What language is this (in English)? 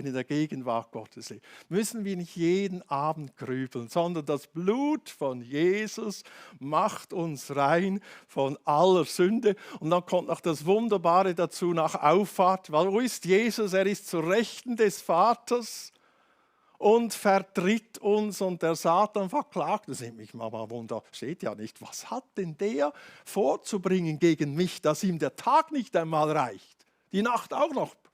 Swiss German